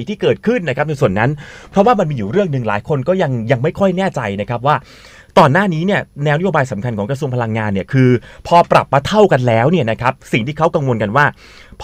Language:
Thai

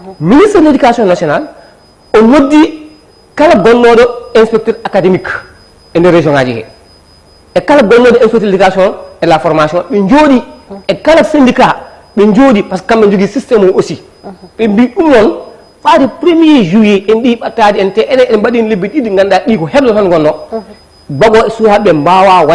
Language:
Fula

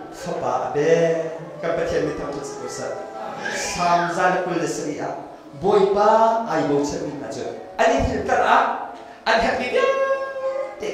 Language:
Hakha Chin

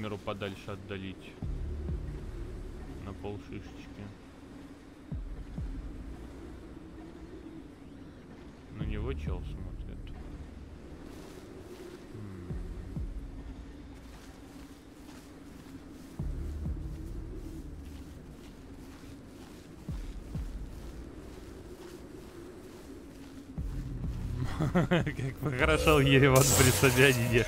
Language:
Russian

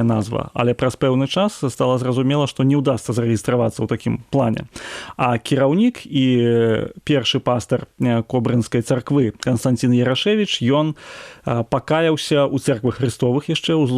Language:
Belarusian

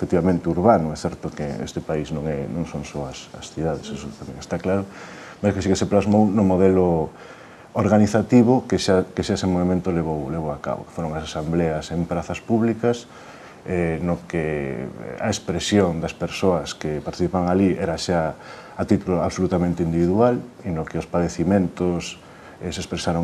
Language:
Galician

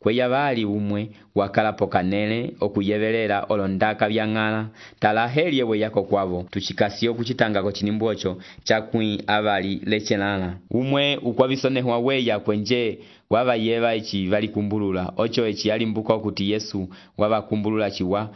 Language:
Umbundu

